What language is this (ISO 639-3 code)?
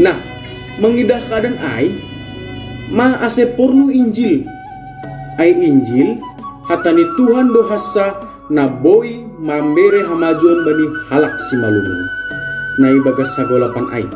bts